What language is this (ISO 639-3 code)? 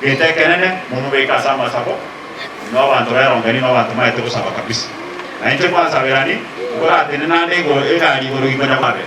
guz